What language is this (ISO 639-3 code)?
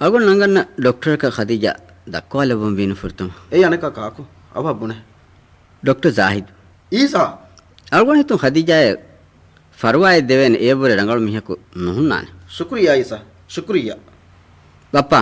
div